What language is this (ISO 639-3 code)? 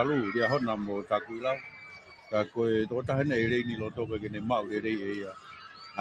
ton